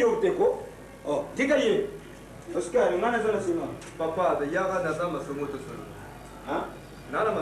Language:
Lingala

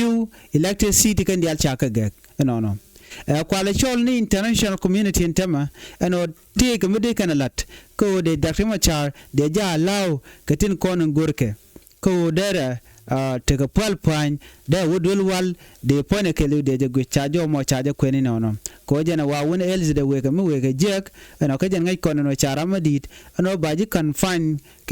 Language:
Nuer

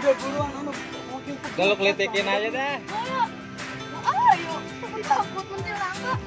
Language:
Betawi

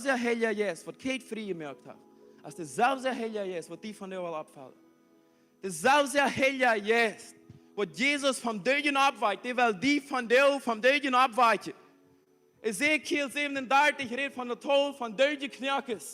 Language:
Plautdietsch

